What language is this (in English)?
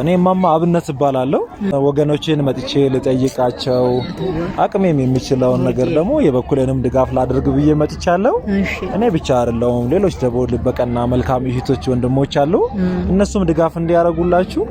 Amharic